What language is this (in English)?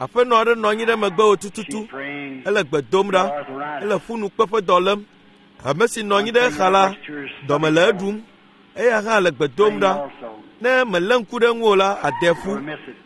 Ewe